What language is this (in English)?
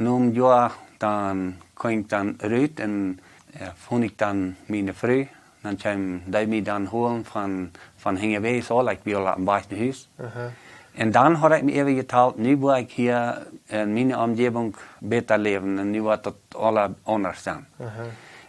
Plautdietsch